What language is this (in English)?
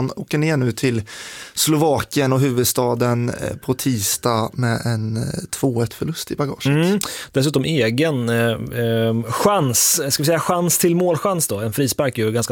Swedish